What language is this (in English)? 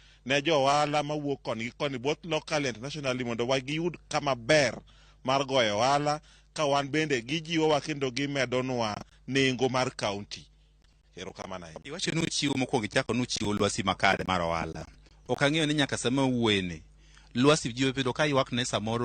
Luo (Kenya and Tanzania)